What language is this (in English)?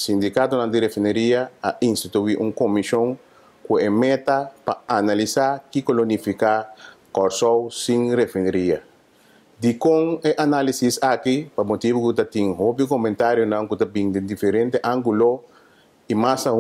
Papiamento